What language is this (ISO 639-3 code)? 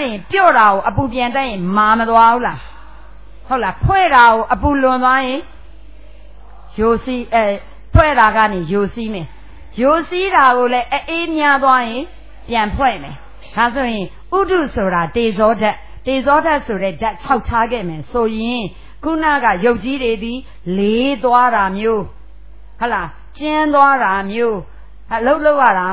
mya